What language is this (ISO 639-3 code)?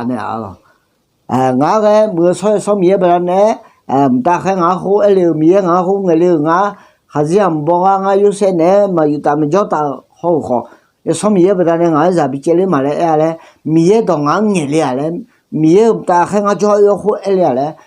ahk